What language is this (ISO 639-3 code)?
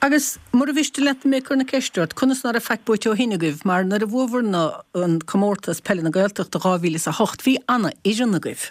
gle